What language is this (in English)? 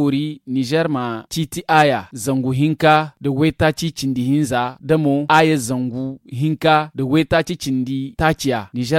Zarma